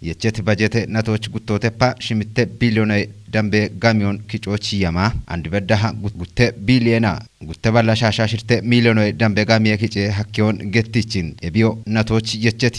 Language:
Kafa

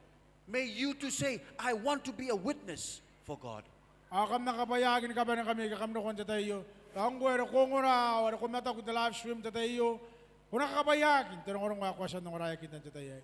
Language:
Gilbertese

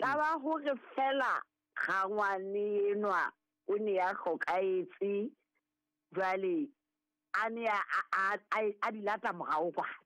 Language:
Southern Sotho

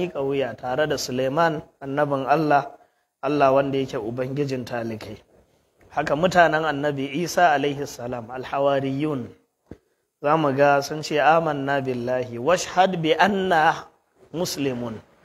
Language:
Hausa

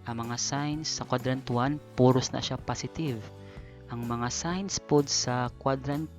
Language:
Cebuano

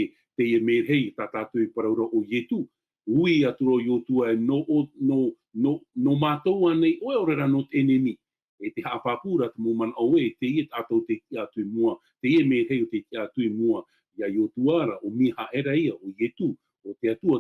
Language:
Tahitian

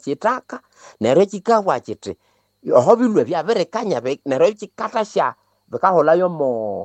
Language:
Nande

